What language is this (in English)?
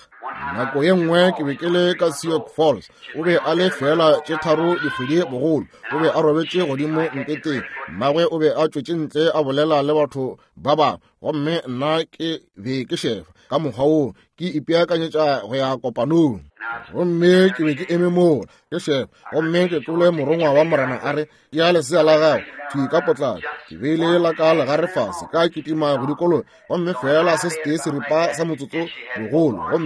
Northern Sotho